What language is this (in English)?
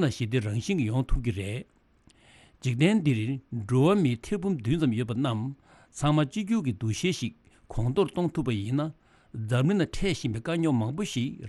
Tibetan